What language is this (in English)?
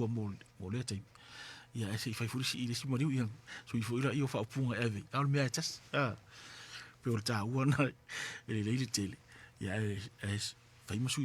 Samoan